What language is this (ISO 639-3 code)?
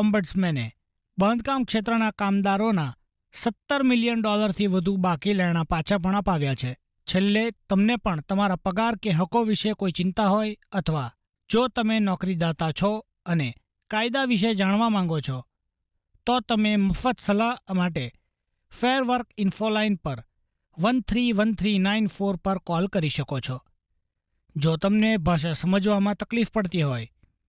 guj